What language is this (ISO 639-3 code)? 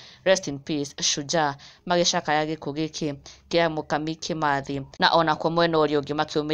kik